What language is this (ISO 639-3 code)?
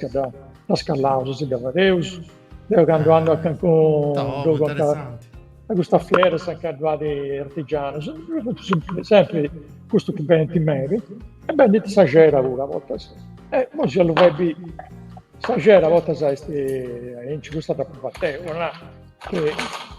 srd